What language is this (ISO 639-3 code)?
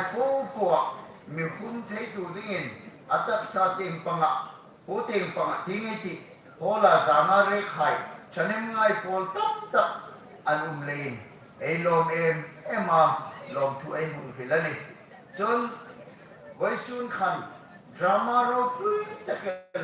hmr